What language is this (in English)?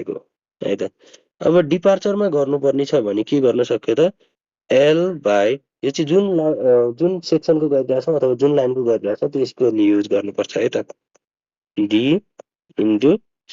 Nepali